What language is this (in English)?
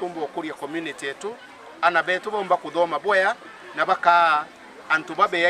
Meru